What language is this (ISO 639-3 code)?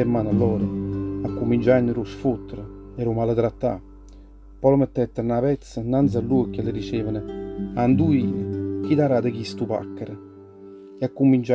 nap